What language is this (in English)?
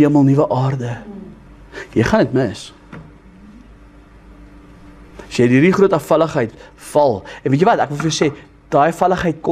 Afrikaans